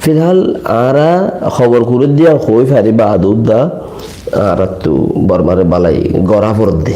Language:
Rohingya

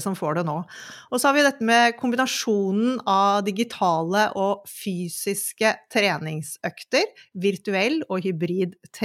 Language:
Norwegian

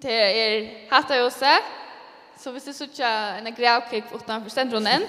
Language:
Faroese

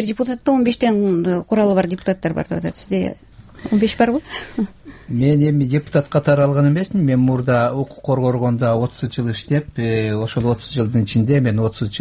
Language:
Kyrgyz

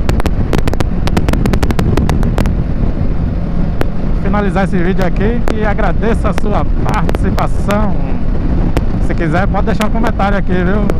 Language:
Portuguese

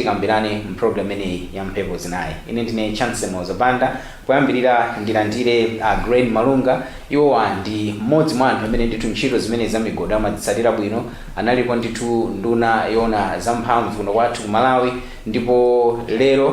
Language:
Nyanja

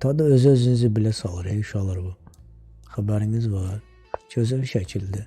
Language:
Azerbaijani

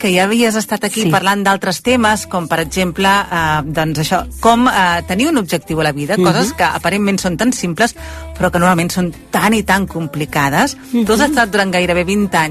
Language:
Catalan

